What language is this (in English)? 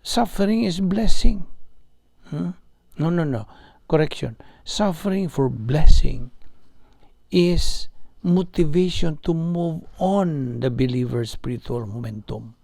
Cebuano